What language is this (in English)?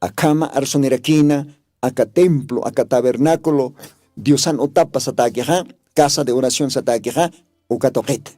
Aymara